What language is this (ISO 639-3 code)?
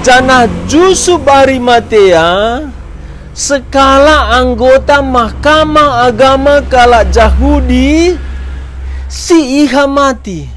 btx